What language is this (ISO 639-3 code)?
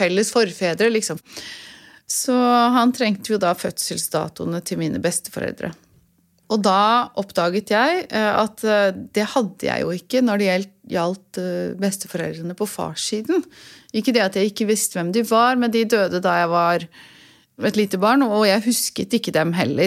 nor